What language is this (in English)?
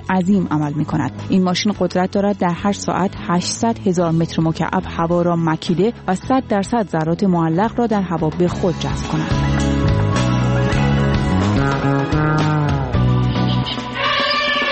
Persian